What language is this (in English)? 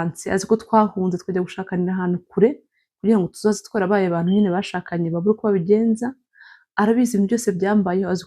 Kinyarwanda